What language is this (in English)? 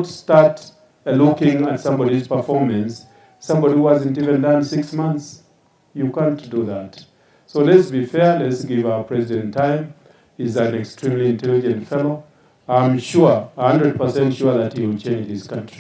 Gusii